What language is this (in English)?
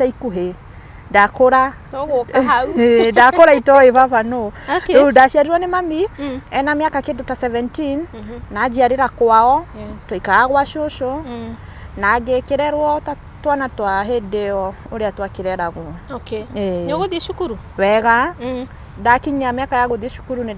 Kikuyu